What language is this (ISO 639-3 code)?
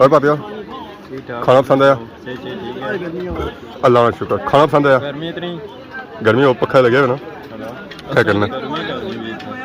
phr